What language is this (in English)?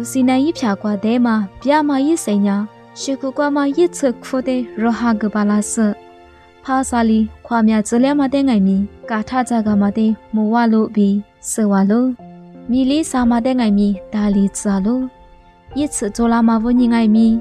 Lisu